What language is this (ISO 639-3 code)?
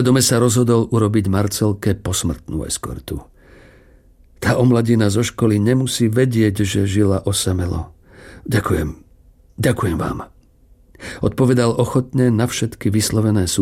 slk